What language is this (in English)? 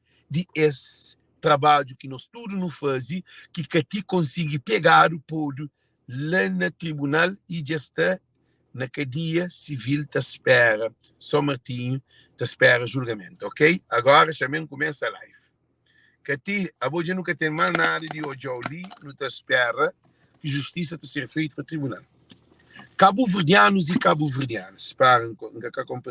Kabuverdianu